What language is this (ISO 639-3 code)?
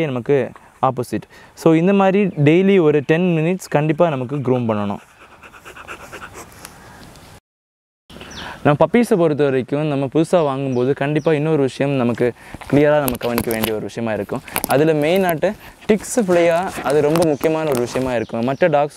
tam